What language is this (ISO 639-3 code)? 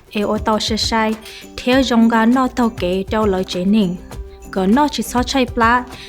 hmn